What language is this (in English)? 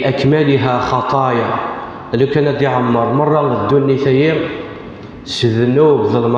Kabyle